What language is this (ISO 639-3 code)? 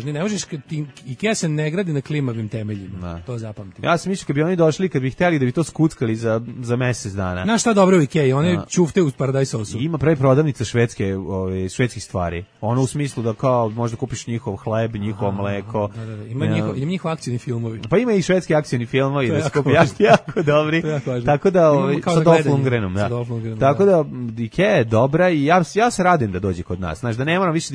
srp